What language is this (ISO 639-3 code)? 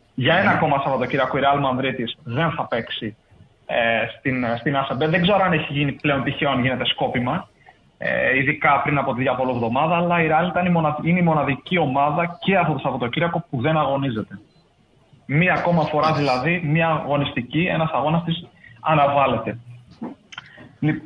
ell